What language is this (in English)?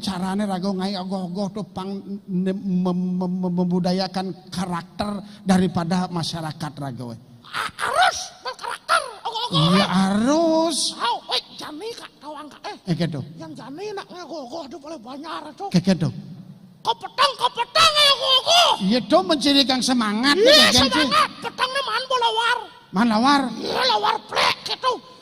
Balinese